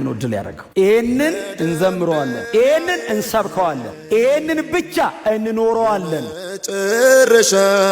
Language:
Amharic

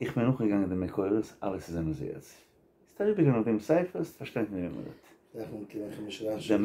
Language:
Yiddish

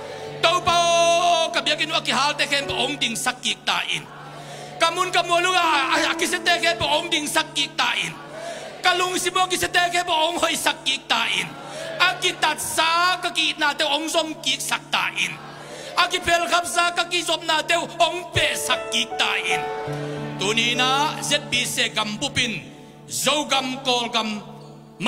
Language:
Tedim Chin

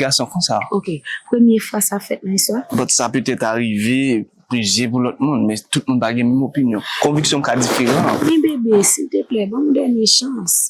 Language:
Haitian Creole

